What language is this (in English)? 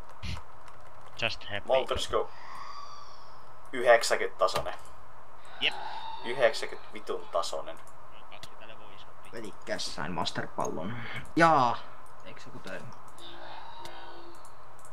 Finnish